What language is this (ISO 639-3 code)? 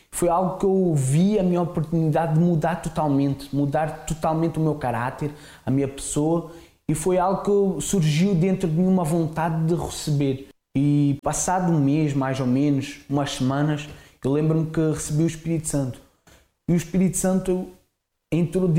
por